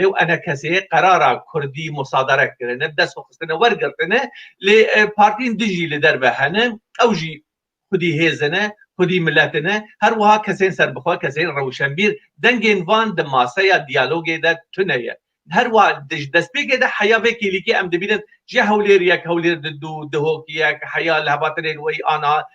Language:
Kurdish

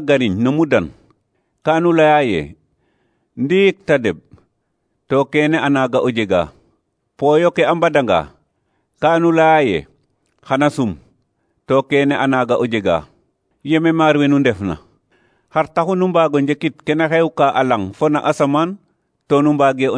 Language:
Serer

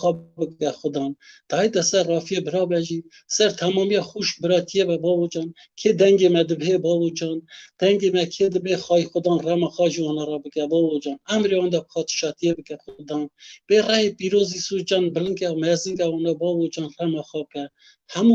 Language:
Kurdish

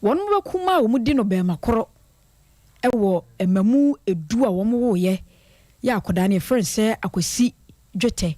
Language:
Akan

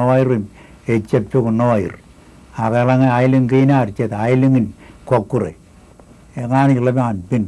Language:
Marshallese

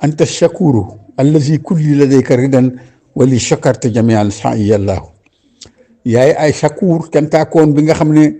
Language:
Wolof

